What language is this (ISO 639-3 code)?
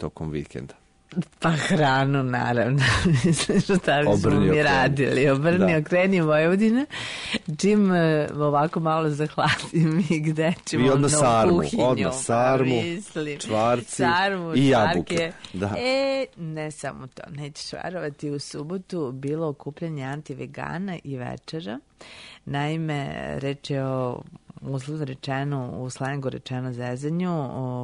srp